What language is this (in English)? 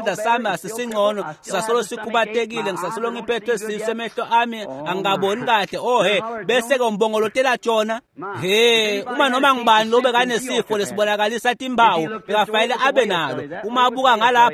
Swati